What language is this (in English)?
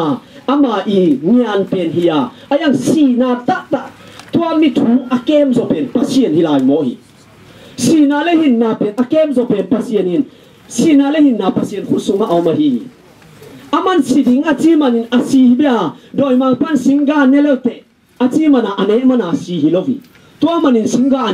Tedim Chin